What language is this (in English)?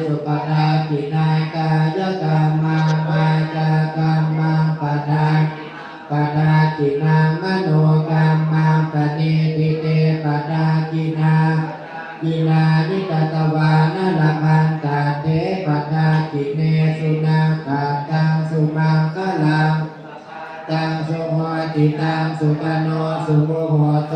Pali